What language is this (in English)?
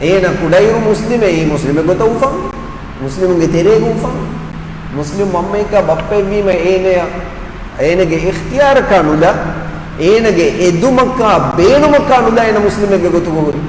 Divehi